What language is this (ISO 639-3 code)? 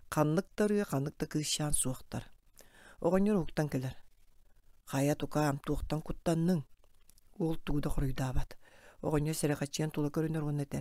sah